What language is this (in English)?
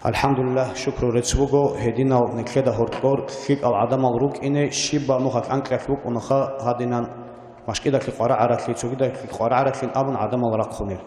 Avaric